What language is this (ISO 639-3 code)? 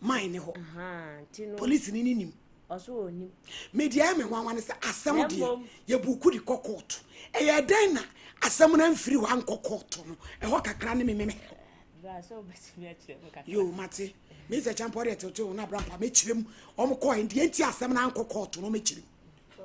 aka